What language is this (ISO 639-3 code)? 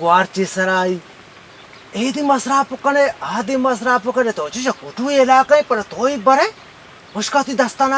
bal